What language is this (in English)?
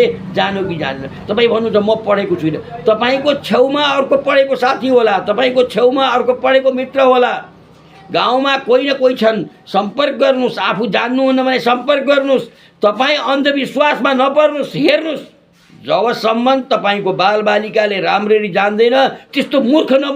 Nepali